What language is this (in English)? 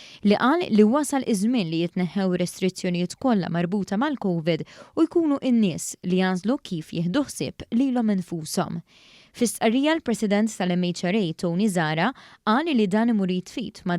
Maltese